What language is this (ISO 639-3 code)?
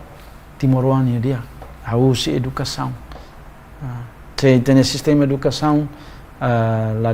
tet